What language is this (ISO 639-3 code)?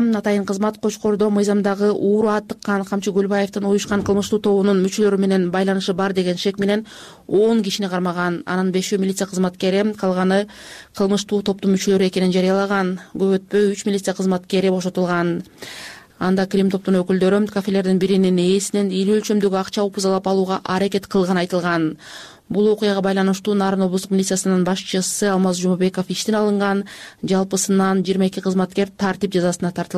kir